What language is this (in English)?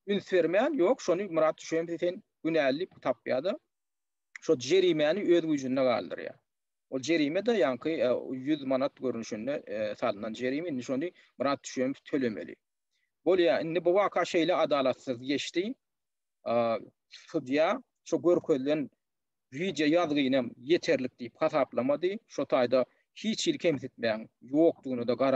Turkmen